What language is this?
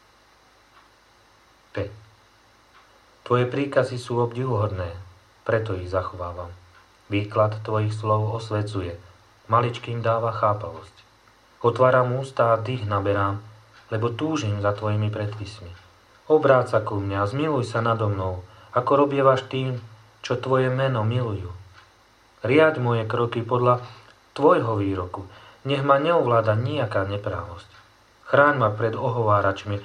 Slovak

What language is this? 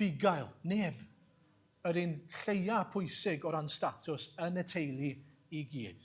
Welsh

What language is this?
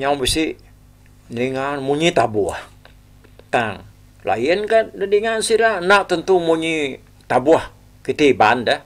Iban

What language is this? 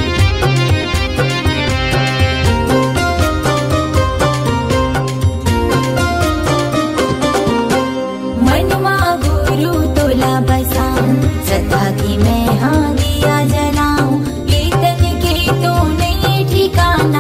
Chhattisgarhi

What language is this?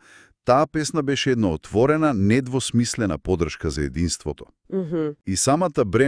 Macedonian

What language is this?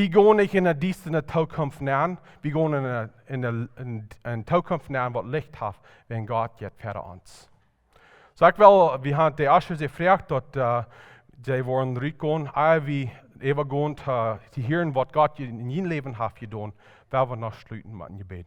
Plautdietsch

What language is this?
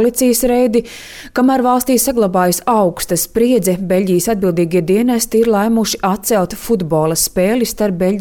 Latvian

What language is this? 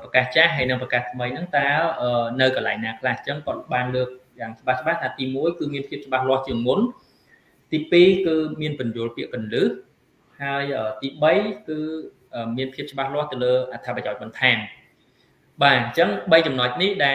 Khmer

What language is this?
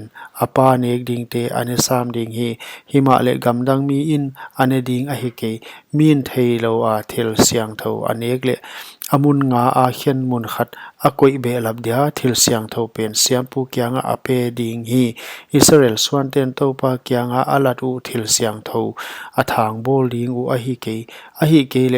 Paite Chin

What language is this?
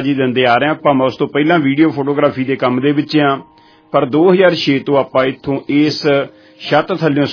Punjabi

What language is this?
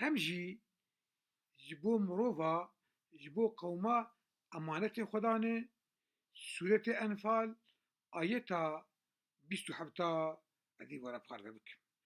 Kurdish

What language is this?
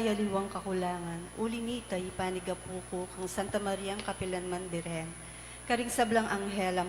Pampanga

